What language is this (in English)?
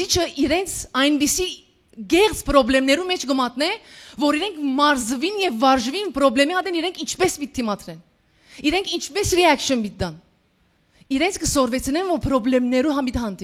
Western Armenian